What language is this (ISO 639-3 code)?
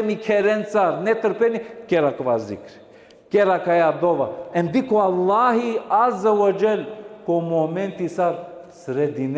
rmn